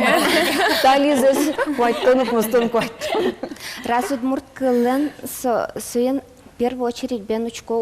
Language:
Udmurt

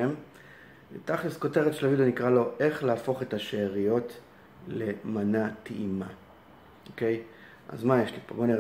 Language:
Hebrew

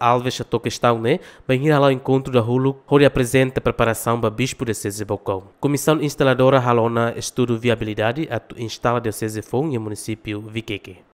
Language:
Tetum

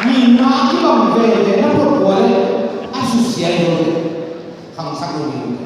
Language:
Tedim Chin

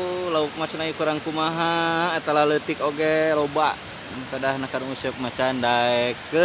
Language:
Sundanese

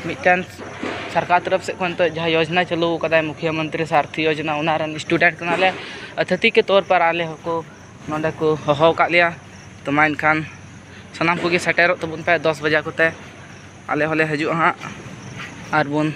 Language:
Santali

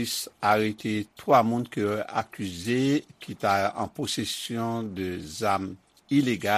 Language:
Haitian Creole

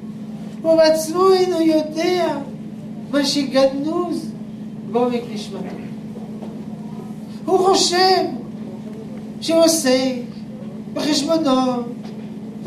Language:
Hebrew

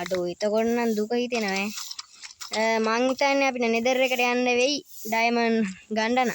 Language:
Sinhala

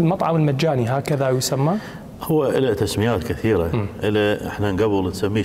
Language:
Mesopotamian Arabic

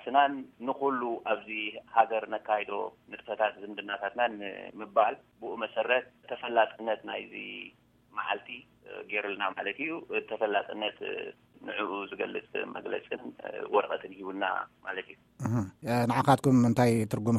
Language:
Tigrinya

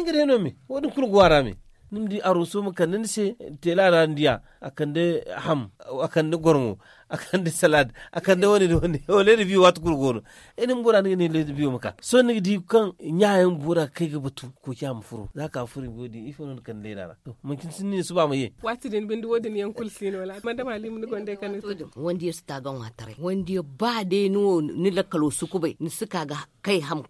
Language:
Zarma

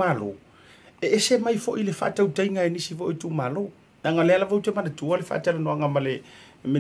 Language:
Samoan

